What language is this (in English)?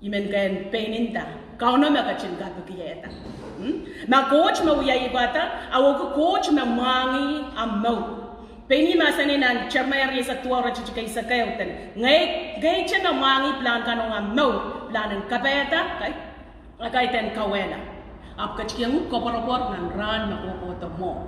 Pohnpeian